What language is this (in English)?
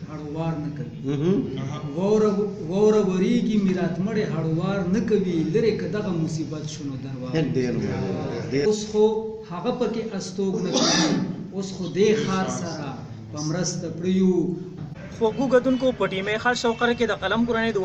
Pashto